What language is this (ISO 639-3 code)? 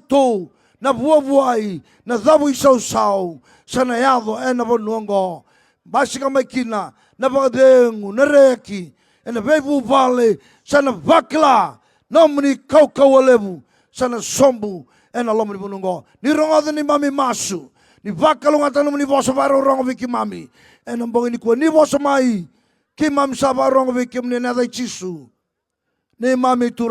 fij